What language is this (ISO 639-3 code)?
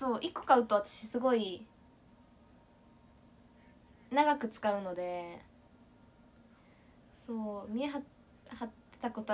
jpn